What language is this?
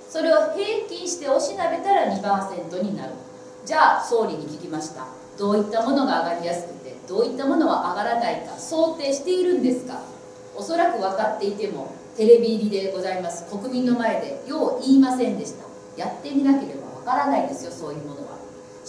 Japanese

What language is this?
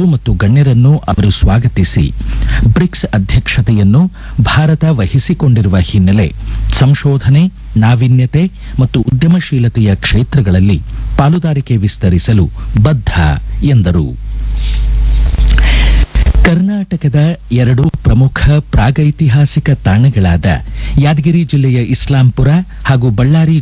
Kannada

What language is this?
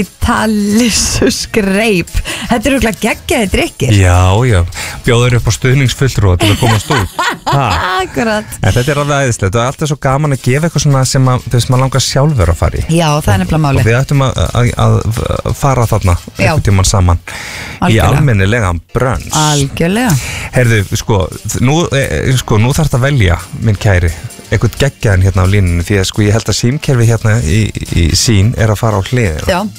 Icelandic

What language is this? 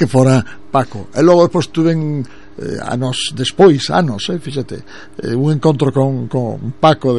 Galician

